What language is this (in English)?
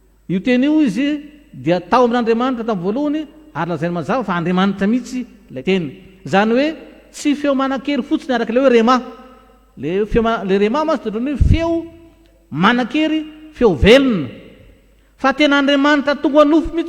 Malagasy